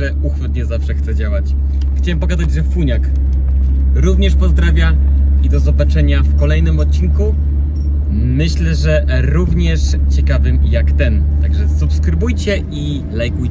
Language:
Polish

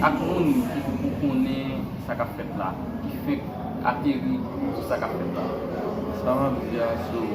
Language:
Haitian Creole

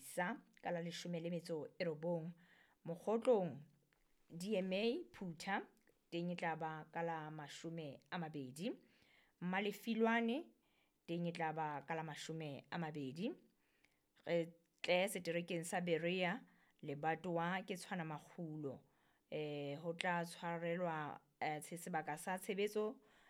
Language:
Southern Sotho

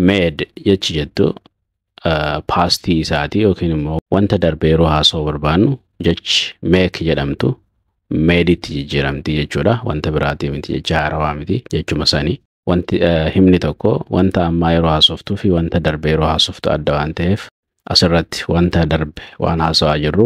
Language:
Oromo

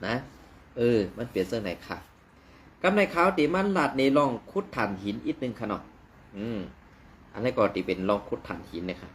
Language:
Shan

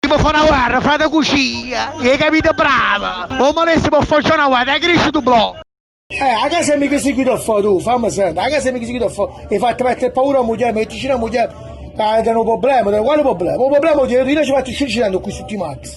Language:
Neapolitan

